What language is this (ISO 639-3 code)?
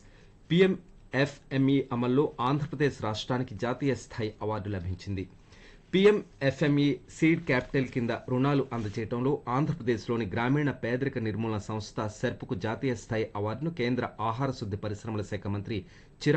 tel